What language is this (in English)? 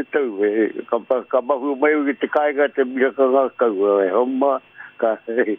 Māori